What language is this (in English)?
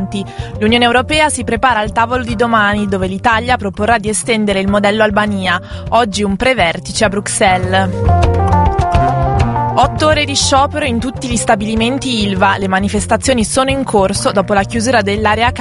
Italian